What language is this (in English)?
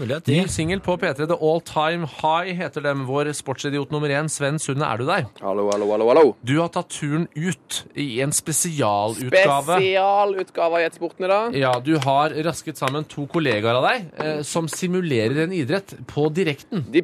Norwegian